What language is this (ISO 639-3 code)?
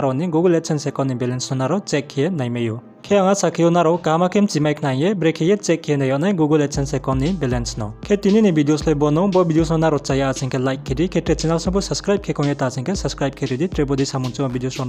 ria